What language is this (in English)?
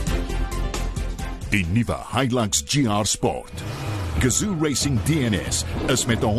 Afrikaans